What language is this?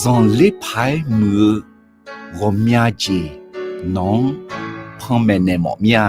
Akha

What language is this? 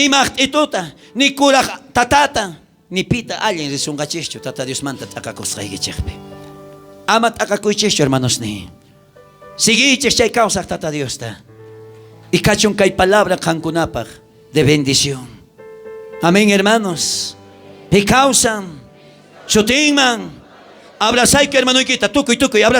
South Bolivian Quechua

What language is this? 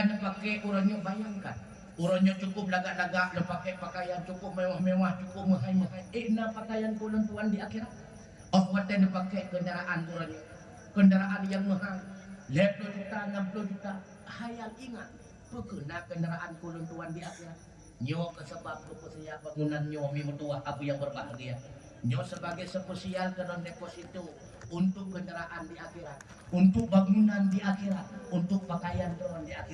Achinese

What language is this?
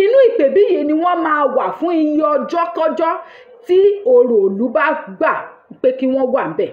Yoruba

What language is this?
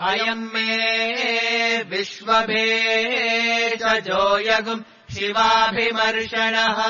Sanskrit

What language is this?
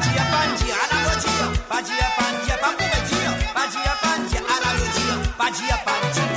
Morisyen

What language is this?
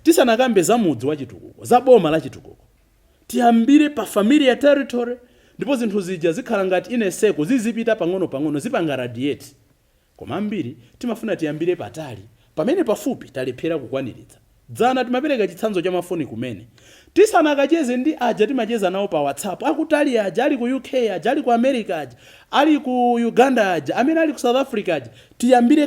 Nyanja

